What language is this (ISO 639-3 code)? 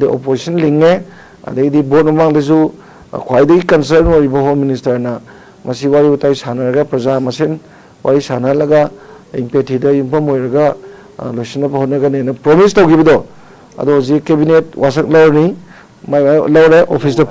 mni